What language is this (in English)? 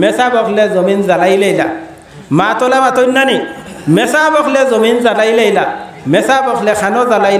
Bangla